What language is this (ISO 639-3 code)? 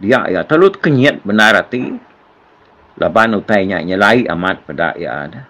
iba